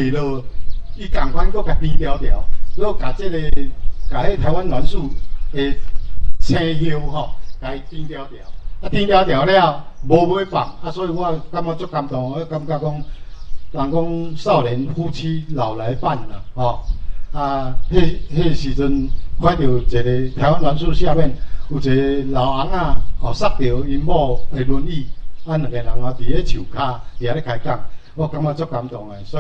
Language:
Min Nan Chinese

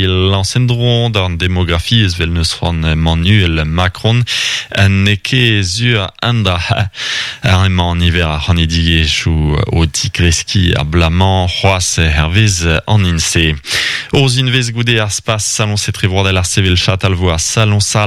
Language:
Breton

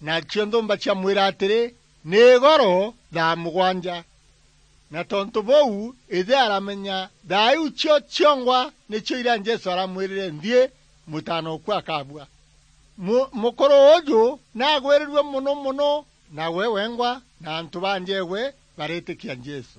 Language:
Meru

